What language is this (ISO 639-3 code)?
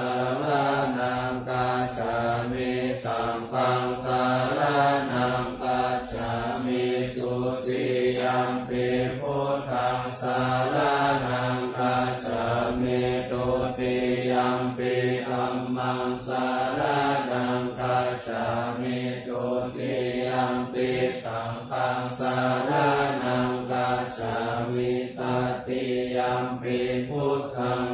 pli